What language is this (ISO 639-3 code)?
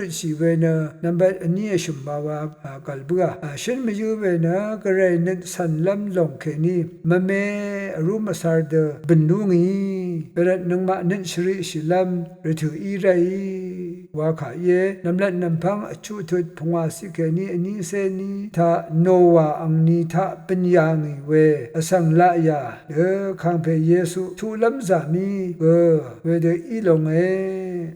raw